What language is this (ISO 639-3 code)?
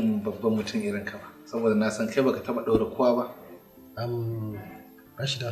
hau